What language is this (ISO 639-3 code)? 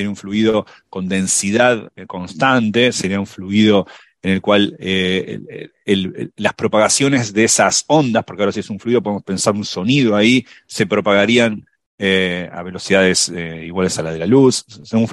spa